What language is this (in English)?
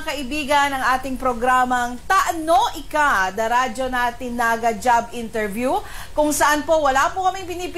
Bikol